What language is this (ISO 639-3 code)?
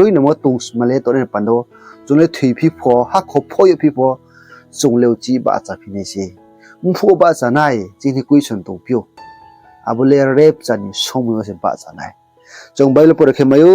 ria